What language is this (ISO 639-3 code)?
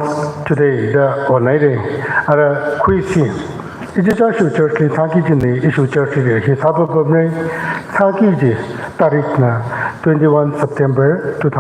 nmf